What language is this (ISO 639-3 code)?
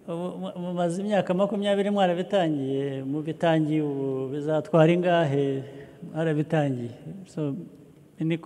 kin